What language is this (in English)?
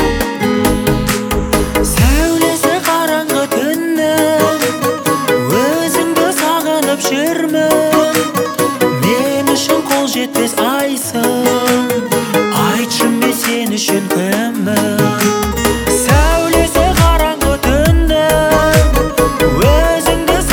Kazakh